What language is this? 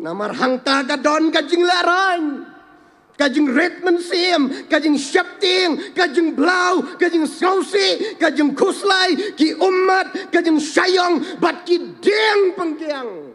Khasi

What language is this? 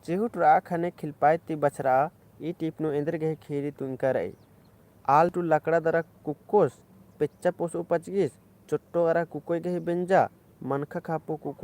Kurukh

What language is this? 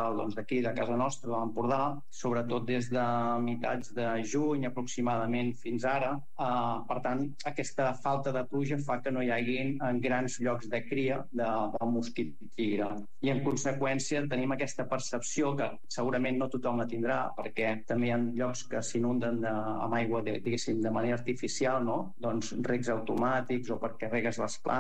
Catalan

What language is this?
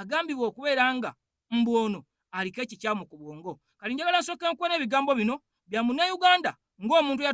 Ganda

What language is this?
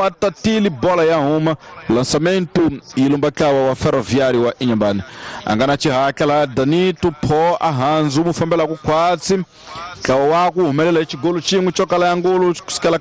Tsonga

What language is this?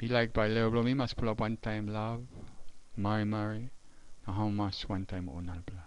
Tok Pisin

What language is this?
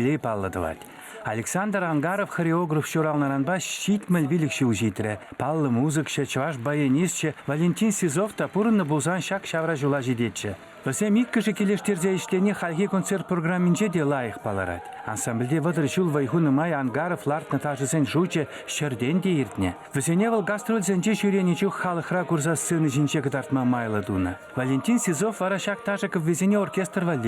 Chuvash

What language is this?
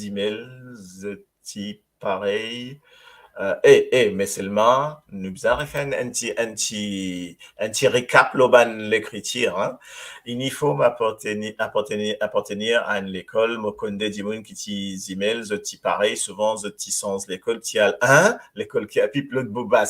Morisyen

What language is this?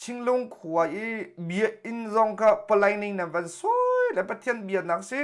Hakha Chin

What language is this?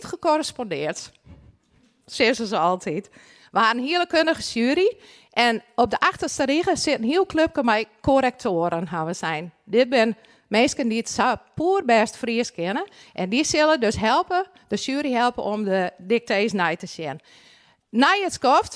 Western Frisian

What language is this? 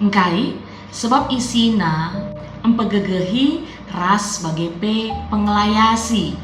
Batak Karo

